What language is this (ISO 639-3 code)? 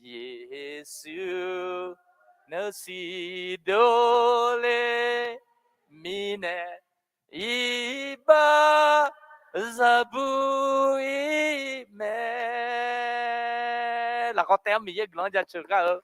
ahk